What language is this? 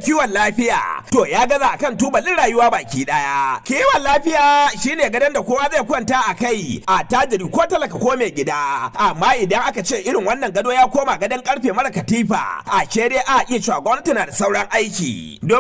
Hausa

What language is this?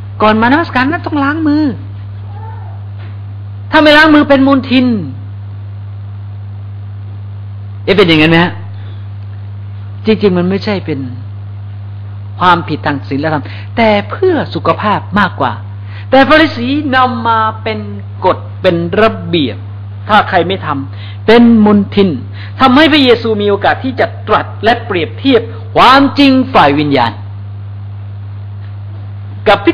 Thai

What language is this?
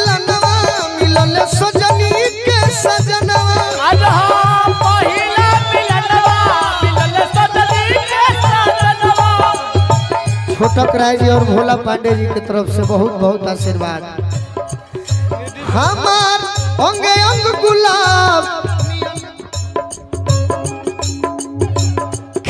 Bhojpuri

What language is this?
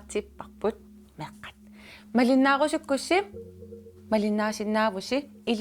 Kalaallisut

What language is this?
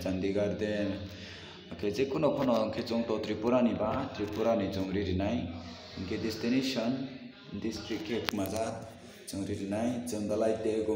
Riang (India)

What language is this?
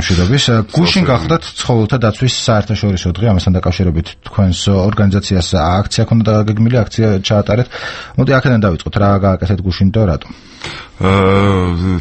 Georgian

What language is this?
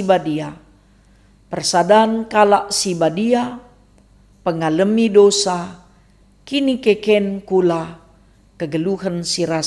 Batak Karo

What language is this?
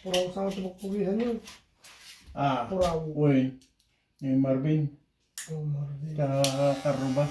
Iloko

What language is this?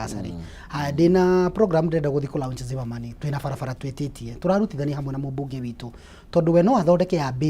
Kikuyu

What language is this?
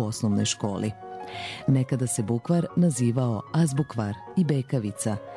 Serbian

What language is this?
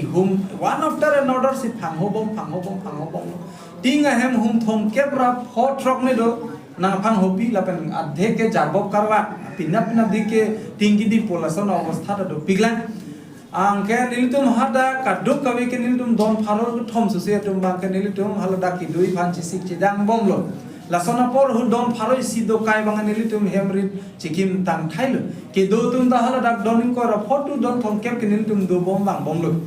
Karbi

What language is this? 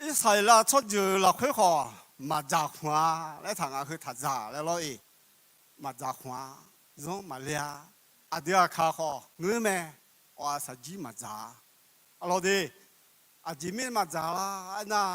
Akha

